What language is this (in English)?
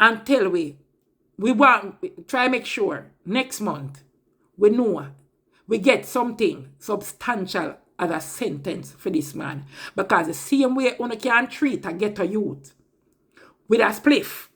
Jamaican Creole English